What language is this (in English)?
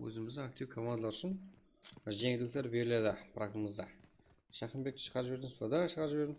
Kara-Kalpak